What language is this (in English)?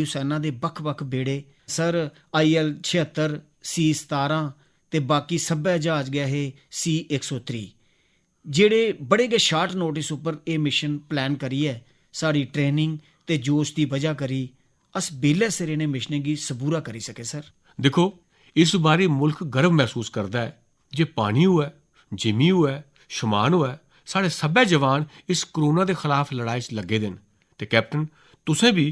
Dogri